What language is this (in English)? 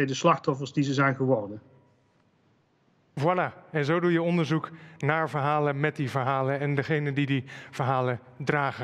Dutch